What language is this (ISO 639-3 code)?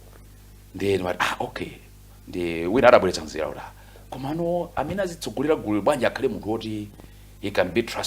nya